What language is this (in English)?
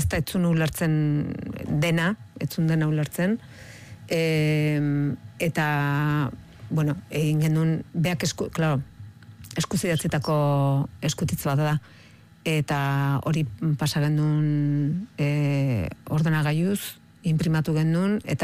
Basque